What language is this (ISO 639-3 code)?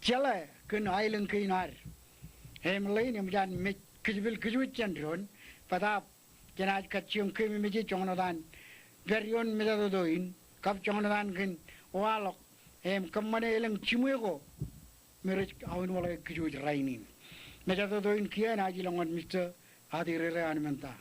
mah